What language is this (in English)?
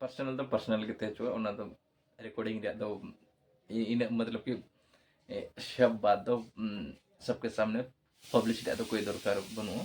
Santali